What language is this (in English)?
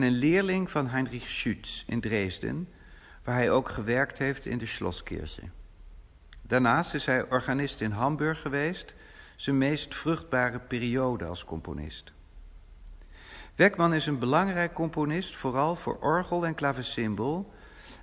Dutch